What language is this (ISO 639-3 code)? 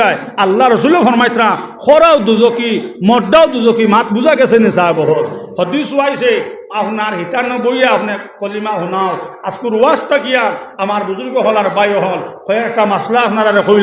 syl